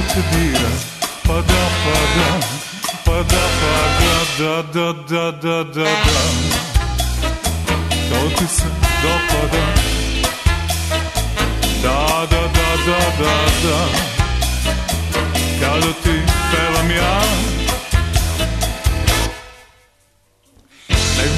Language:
Serbian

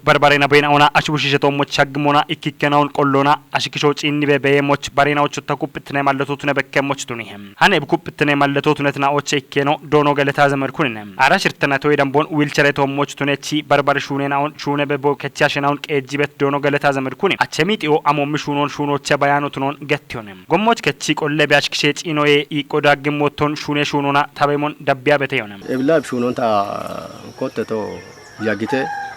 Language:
Kafa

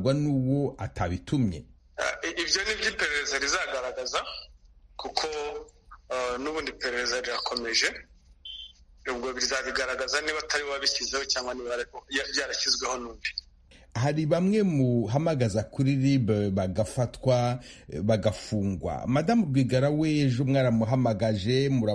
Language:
Kinyarwanda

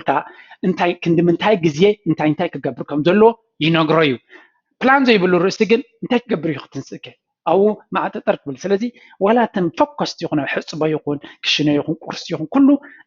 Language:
Tigrinya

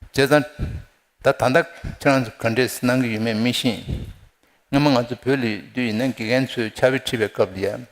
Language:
Tibetan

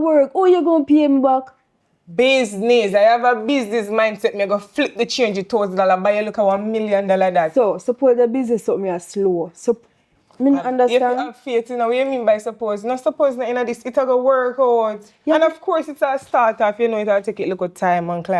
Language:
Jamaican Creole English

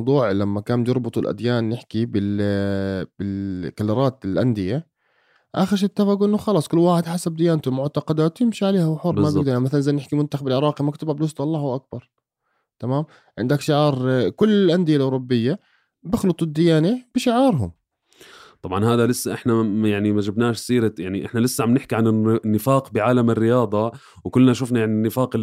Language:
North Levantine Arabic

